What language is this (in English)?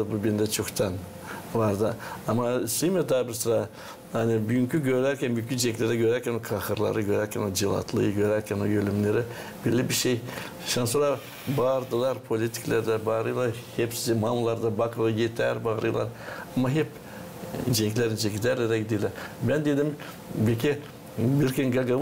Gagauz